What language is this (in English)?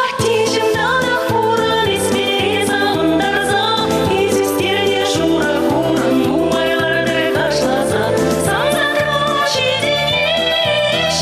Chuvash